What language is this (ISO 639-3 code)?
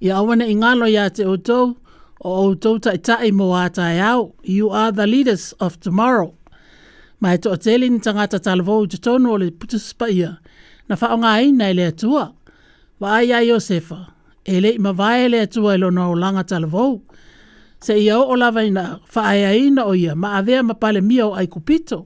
smo